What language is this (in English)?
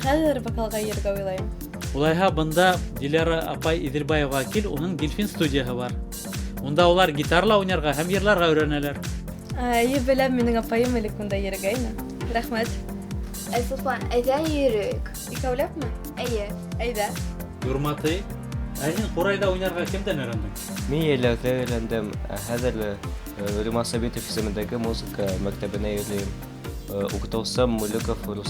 Bashkir